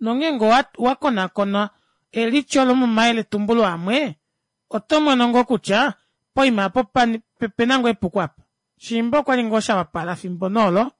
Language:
Kuanyama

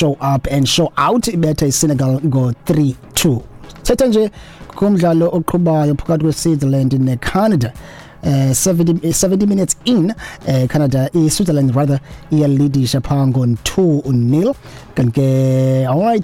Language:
Xhosa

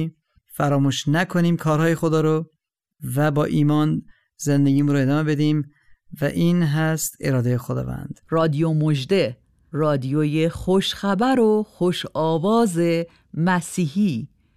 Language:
Persian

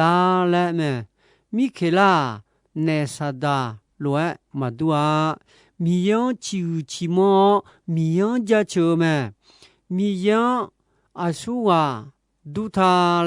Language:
Akha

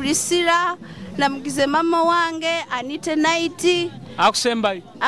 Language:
Nyoro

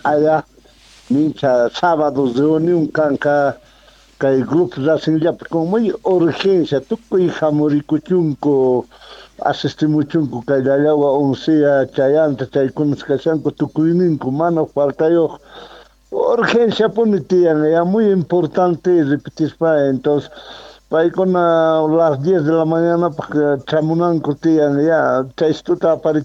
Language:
South Bolivian Quechua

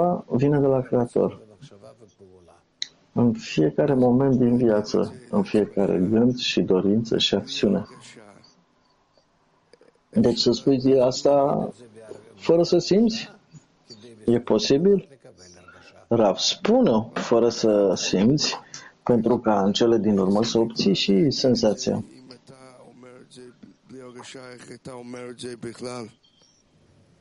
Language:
Romanian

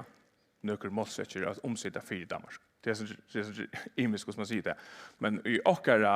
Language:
Faroese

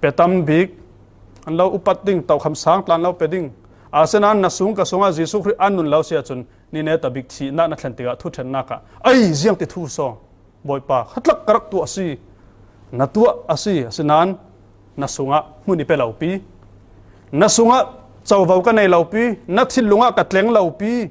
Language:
Falam Chin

